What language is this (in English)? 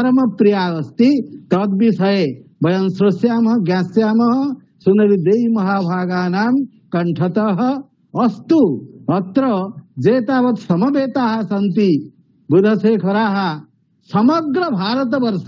Sanskrit